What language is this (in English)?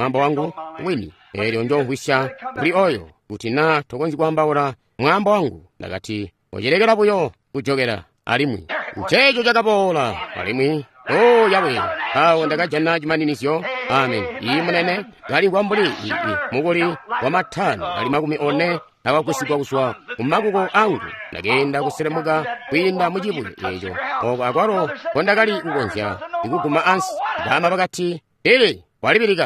Tonga (Zambia)